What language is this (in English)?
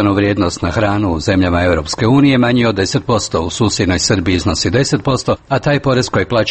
Croatian